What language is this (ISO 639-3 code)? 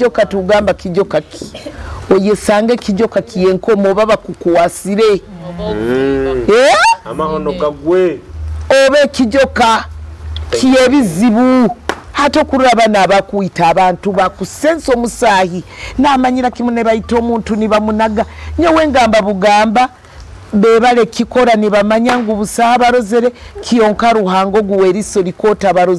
nyo